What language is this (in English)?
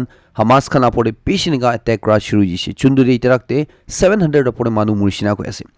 Naga Pidgin